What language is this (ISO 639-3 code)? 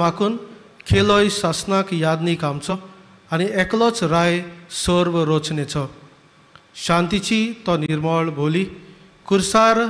kok